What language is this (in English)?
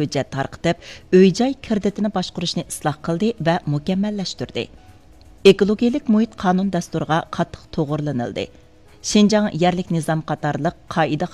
Uyghur